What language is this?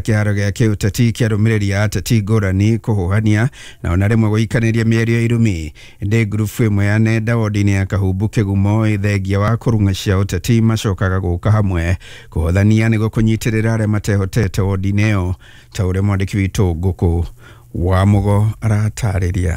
Kikuyu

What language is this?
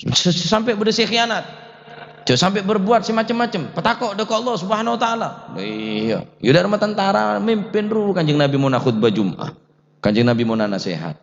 Madurese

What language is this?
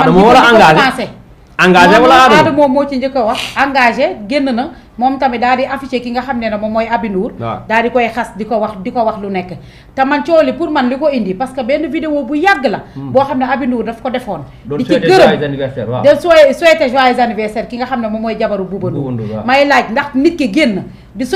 Wolof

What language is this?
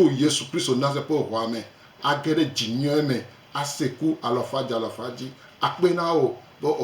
Gen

